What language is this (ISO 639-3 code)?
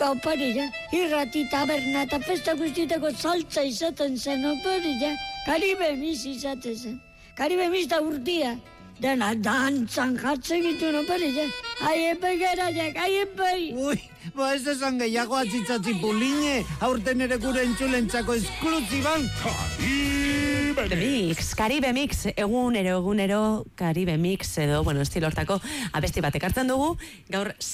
eus